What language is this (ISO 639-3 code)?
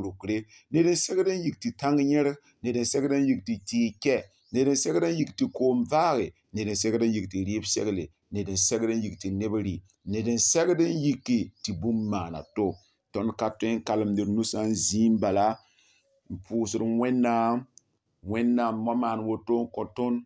mos